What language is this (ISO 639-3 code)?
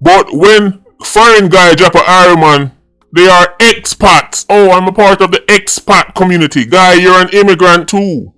jam